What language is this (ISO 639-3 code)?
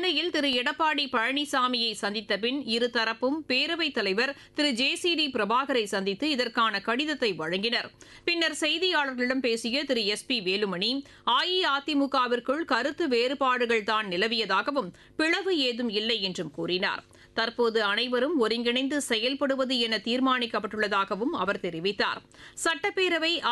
tam